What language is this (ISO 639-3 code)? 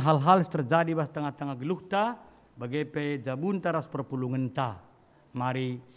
btx